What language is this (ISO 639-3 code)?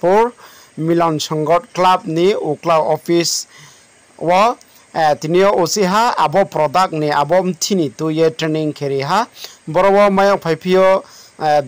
ria